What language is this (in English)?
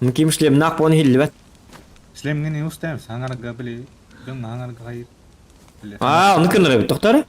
Yakut